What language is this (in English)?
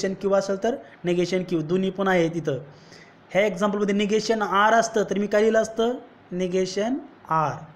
Marathi